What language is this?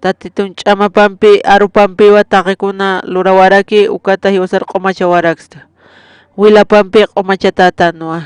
Aymara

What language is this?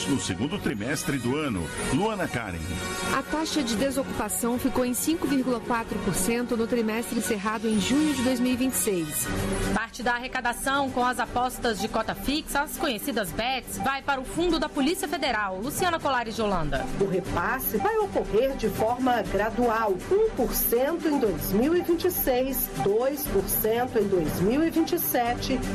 Portuguese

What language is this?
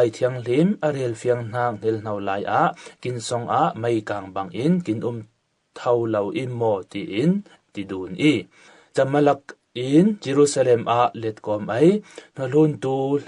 Falam Chin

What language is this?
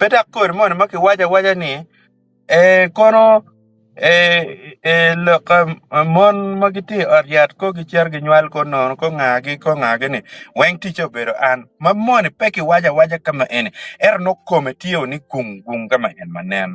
Acoli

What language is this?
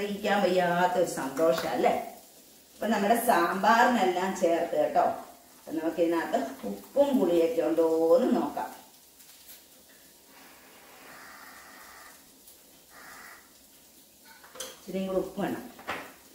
Malayalam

